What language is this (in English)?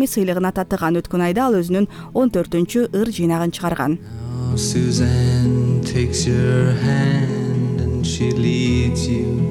Kyrgyz